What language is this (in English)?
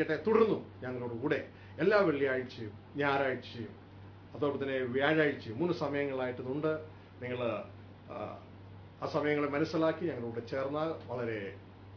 Malayalam